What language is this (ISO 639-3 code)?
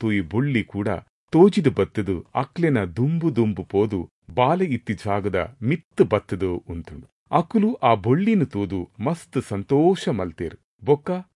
tcy